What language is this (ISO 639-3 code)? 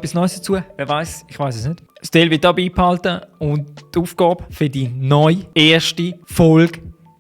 gsw